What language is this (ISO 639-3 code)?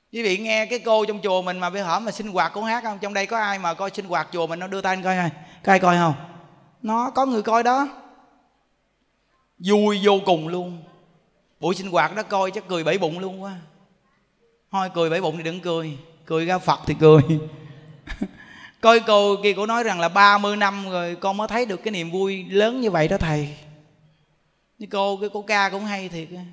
vie